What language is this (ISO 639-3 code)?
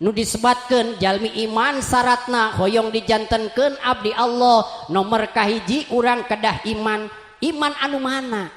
sun